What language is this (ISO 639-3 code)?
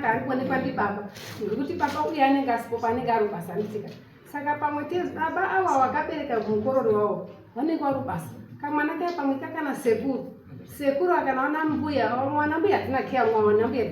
sna